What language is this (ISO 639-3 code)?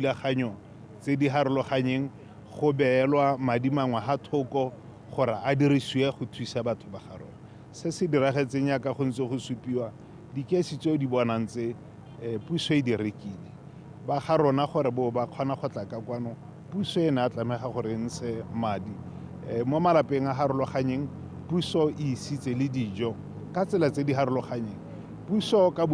tsn